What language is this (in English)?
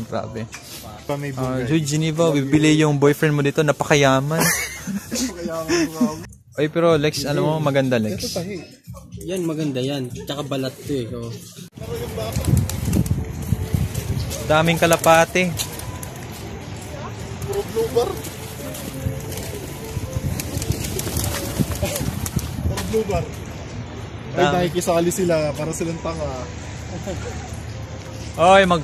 Filipino